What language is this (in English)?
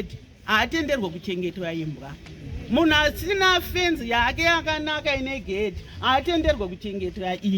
Shona